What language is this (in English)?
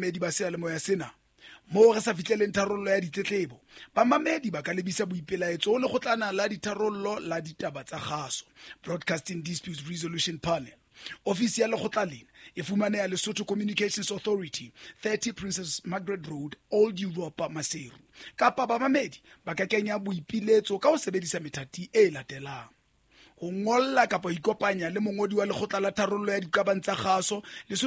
Southern Sotho